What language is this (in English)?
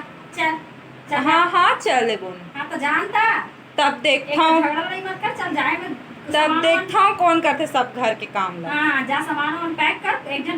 Chhattisgarhi